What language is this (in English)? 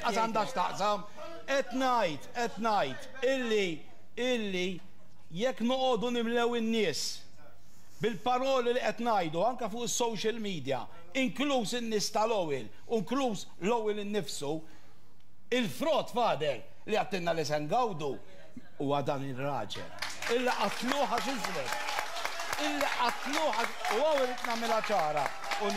Maltese